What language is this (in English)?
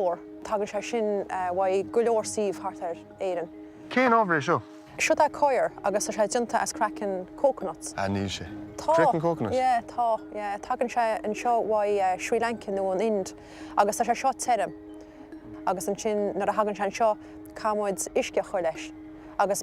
Irish